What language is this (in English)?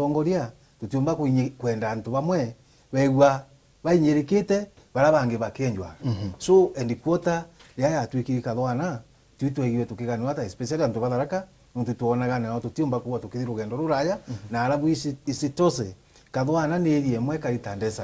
Meru